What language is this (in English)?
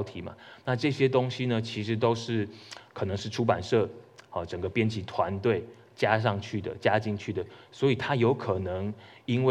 Chinese